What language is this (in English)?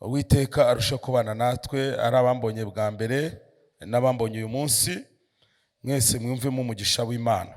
Kinyarwanda